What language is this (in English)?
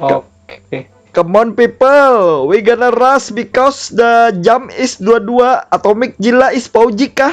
Banjar